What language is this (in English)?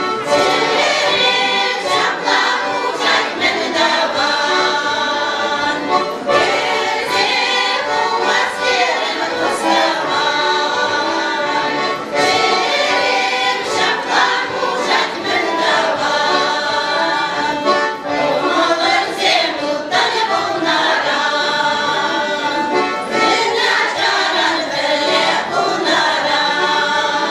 Chuvash